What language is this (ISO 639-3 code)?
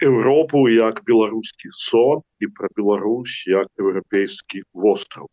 bel